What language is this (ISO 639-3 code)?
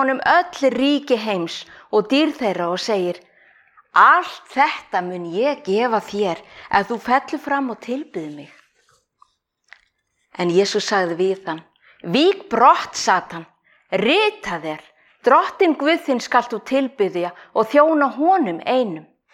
isl